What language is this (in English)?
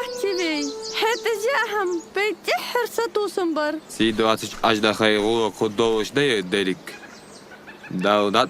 Ingush